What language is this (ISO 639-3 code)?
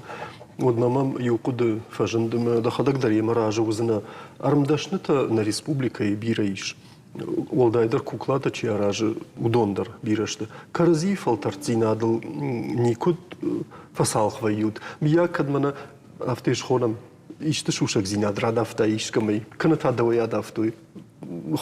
oss